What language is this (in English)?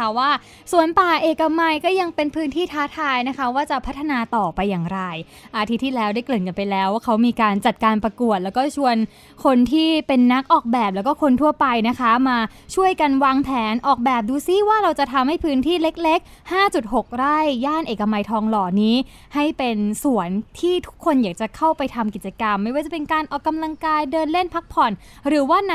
Thai